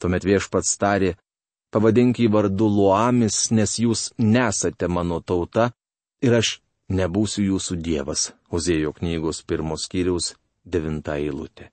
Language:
Lithuanian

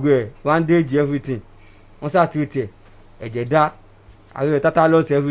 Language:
Yoruba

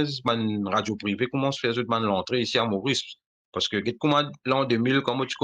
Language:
Morisyen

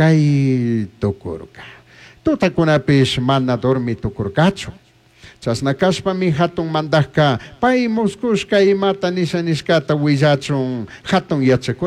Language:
Chimborazo Highland Quichua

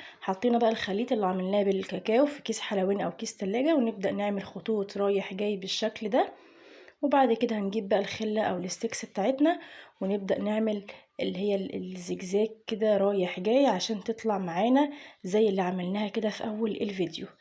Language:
Egyptian Arabic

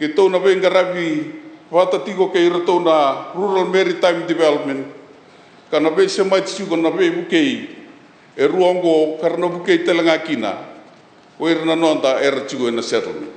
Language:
Fijian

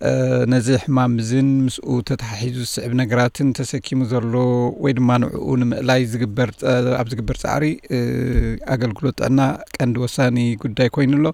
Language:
Tigrinya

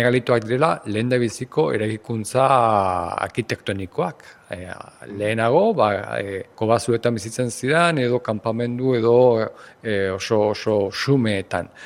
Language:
Basque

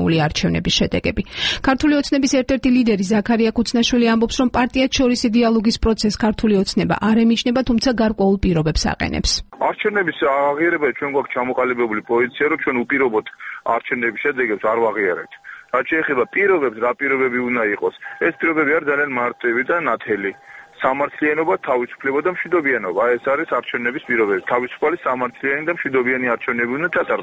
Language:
Georgian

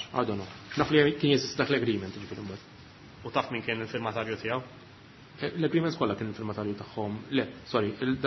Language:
Maltese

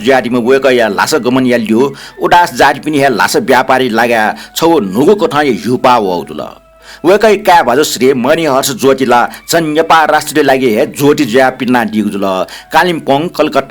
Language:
Newari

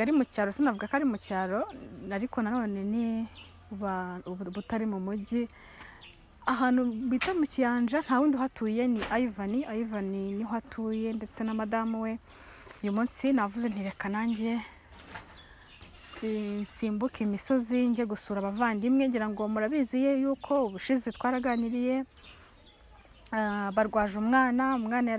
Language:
Kinyarwanda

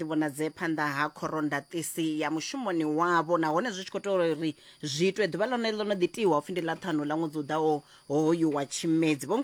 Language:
Venda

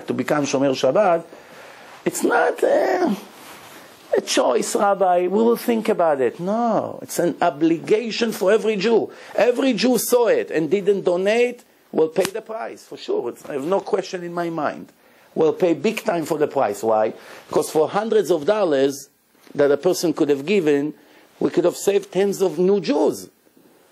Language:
English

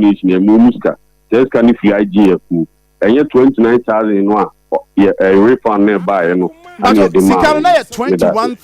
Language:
Akan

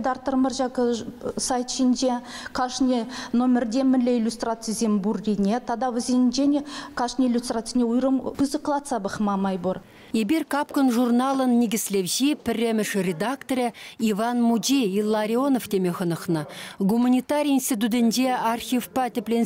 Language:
Chuvash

